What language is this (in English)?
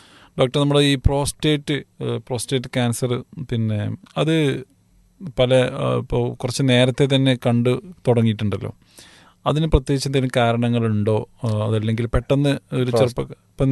Malayalam